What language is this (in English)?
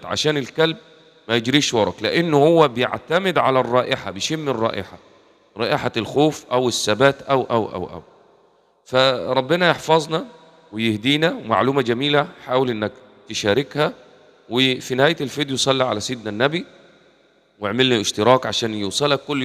Egyptian Arabic